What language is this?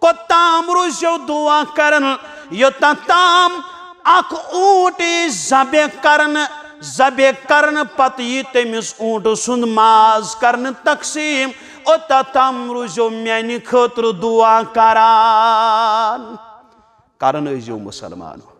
Kashmiri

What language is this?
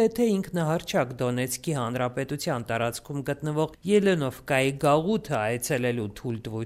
Armenian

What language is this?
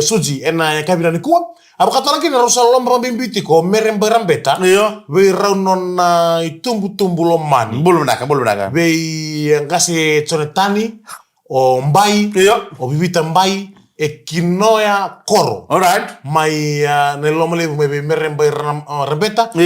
Fijian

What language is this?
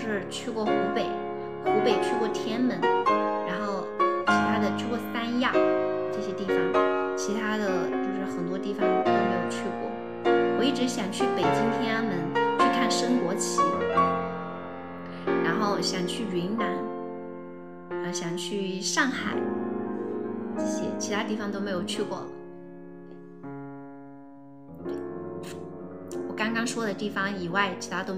Chinese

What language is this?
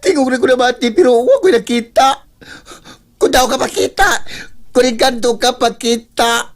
Cebuano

